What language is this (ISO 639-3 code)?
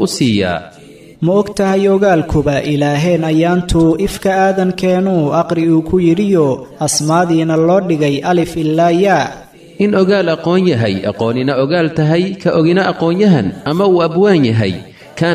som